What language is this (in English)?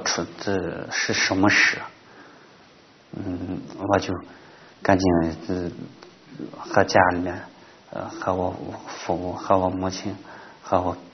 Chinese